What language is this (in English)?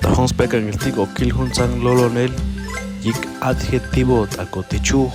Chuj